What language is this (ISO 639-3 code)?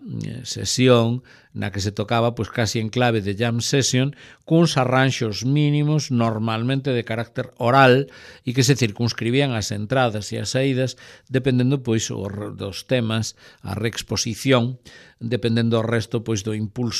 glg